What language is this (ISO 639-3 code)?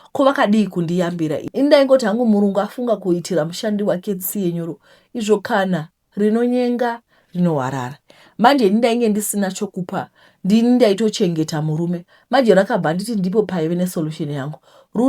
sna